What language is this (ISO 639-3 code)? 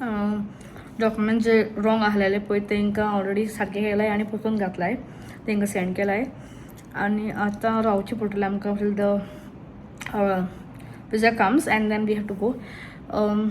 kok